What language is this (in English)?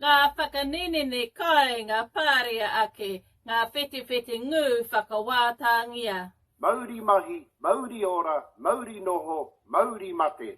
Māori